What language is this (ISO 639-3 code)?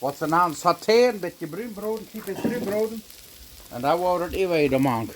pdt